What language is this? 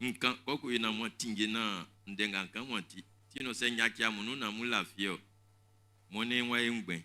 Baoulé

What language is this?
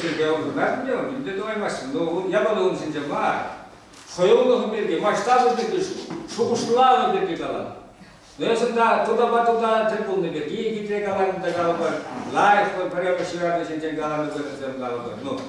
Chuvash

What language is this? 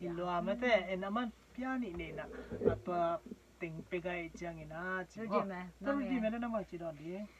Tedim Chin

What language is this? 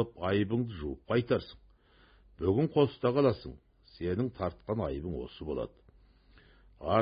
Kazakh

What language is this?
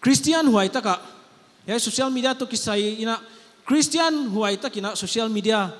Paite Chin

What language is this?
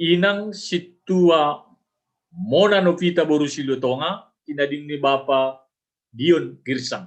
Batak Simalungun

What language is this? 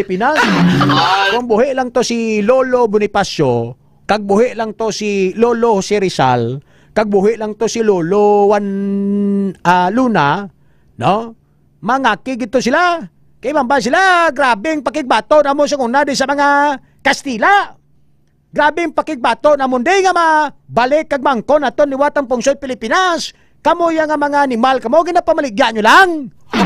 Hiligaynon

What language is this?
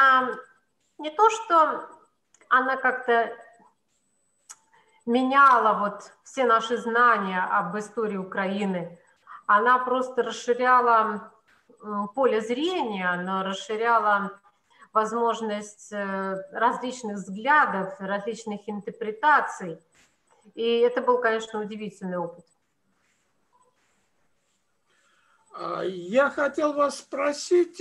Russian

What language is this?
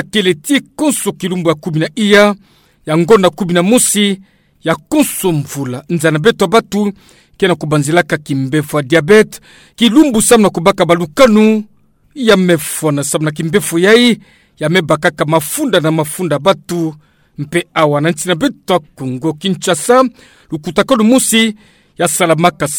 Kituba (Democratic Republic of Congo)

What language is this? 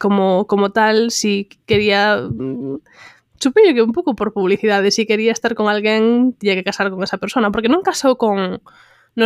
Galician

